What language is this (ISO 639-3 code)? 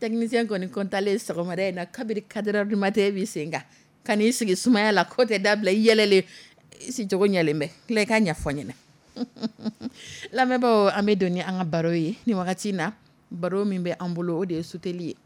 dyu